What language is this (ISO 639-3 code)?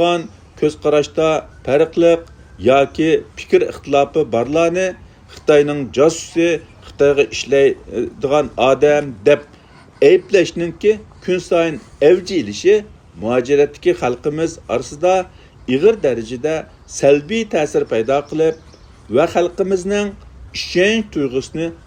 uig